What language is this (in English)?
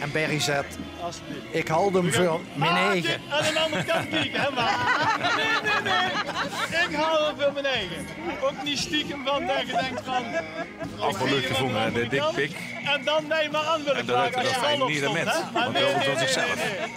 Limburgish